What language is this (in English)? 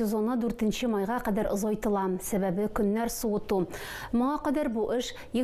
Tatar